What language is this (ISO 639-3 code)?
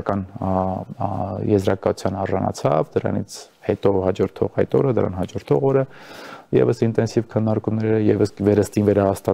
hye